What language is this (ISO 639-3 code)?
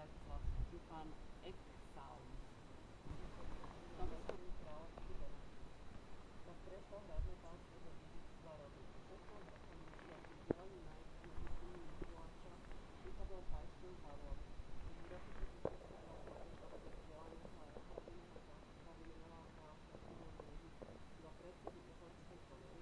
slk